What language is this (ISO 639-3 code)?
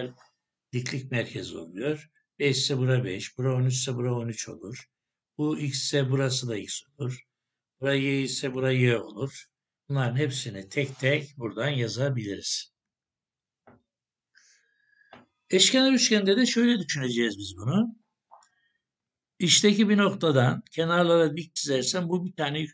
tur